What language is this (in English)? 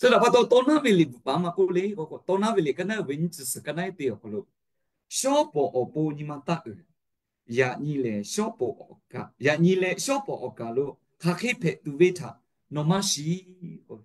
Lahu